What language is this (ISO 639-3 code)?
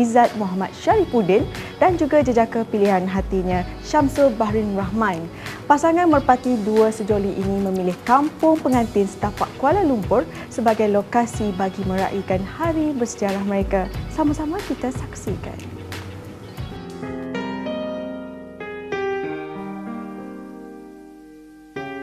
msa